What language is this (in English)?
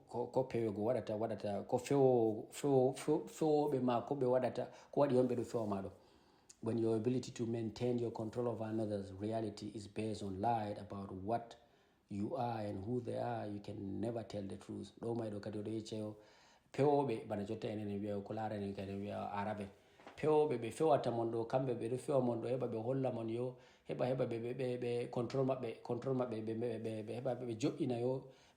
Fula